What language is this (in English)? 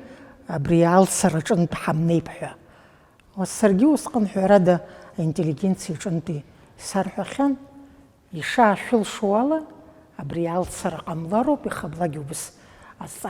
Abkhazian